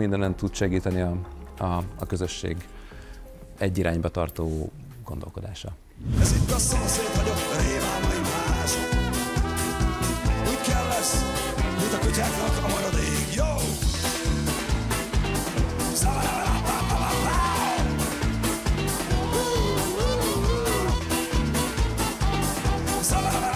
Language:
Hungarian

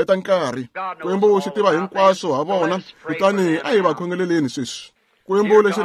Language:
Tsonga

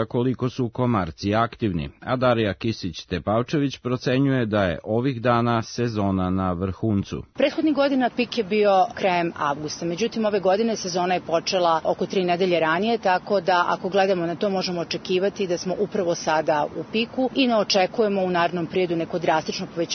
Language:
Serbian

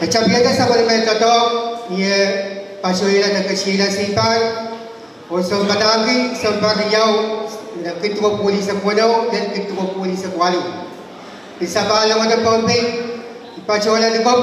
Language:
Pohnpeian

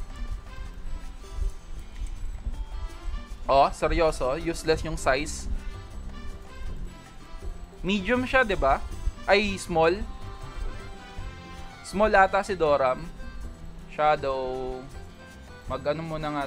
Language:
Filipino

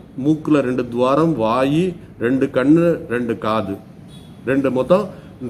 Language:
Tamil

